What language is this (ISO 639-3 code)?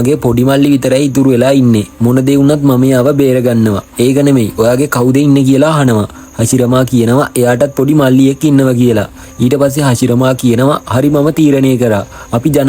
sin